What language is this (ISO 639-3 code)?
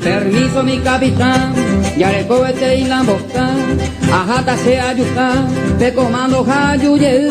grn